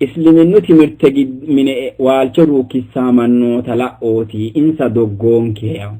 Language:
Sidamo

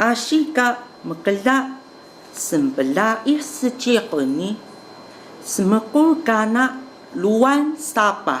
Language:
Taroko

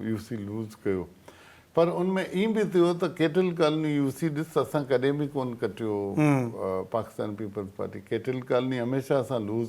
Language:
Sindhi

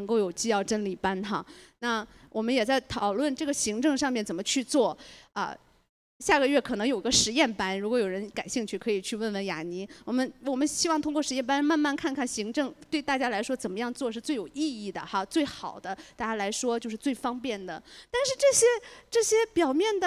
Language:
Chinese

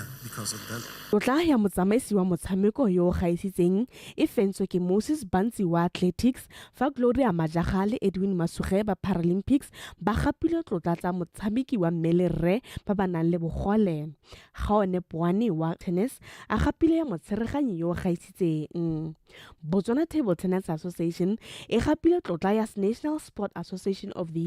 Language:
Tswana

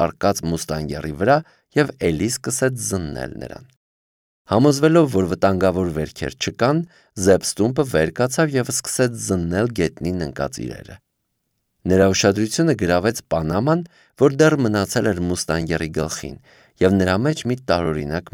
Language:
Armenian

